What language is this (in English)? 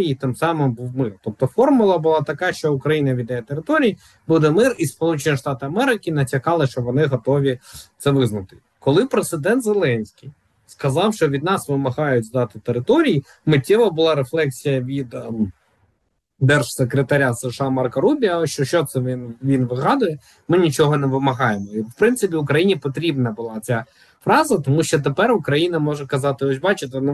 Ukrainian